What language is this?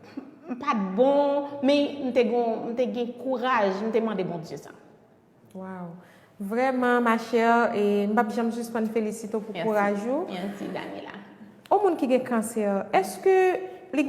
Haitian Creole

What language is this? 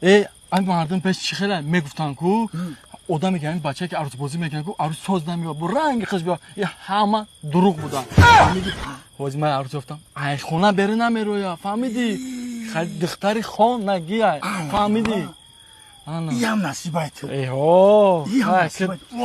Tajik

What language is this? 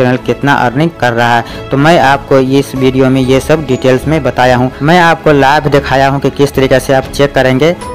Hindi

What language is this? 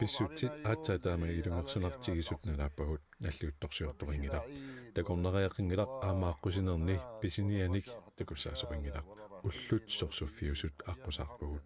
Kalaallisut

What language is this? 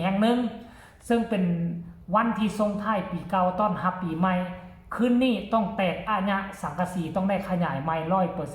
Northeastern Thai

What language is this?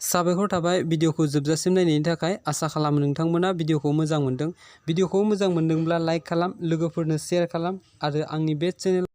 Bodo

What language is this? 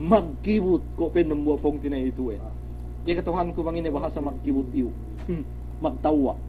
Yakan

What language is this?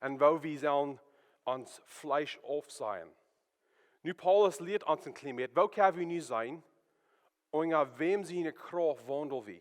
Plautdietsch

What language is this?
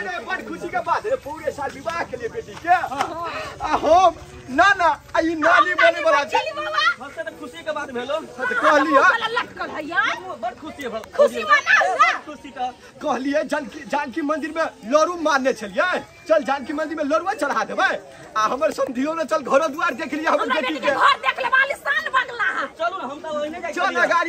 Maithili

